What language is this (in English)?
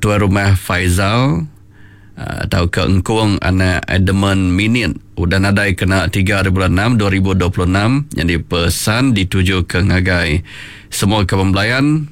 Iban